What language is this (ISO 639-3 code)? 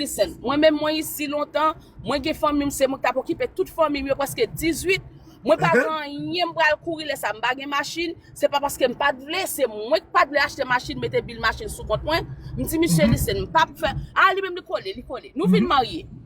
hat